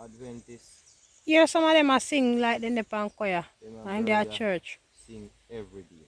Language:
Jamaican Creole English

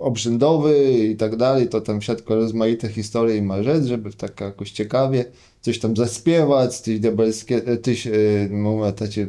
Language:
Kashubian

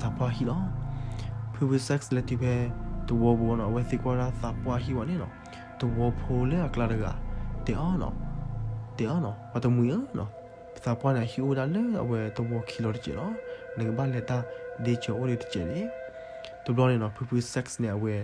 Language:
S'gaw Karen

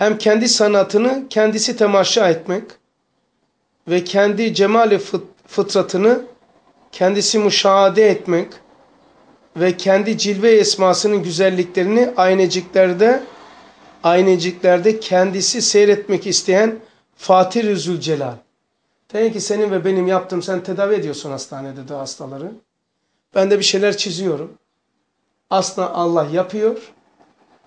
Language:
Turkish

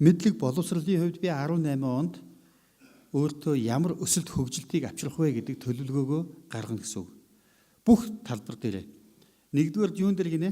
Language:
Mongolian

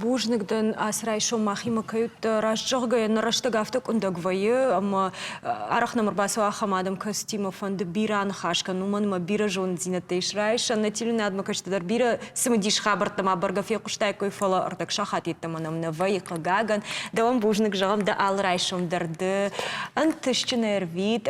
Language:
Ossetic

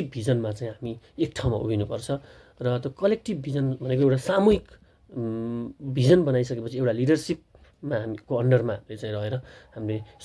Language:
Nepali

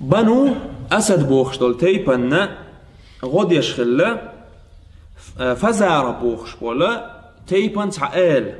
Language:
Chechen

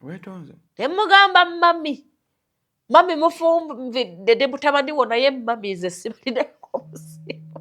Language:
Ganda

